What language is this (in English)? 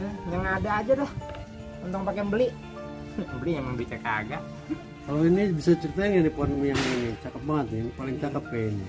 Betawi